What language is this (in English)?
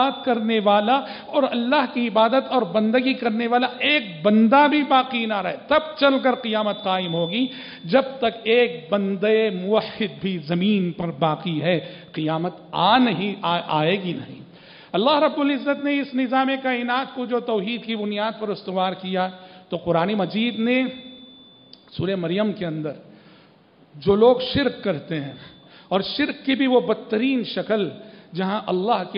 Urdu